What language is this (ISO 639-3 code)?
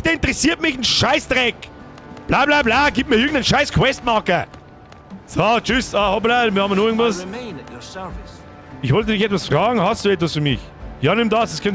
bar